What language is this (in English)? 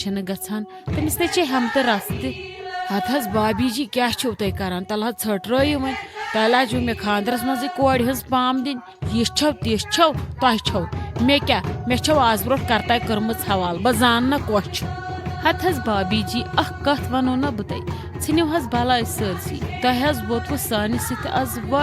Kashmiri